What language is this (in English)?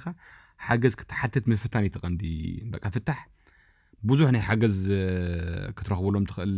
Tigrinya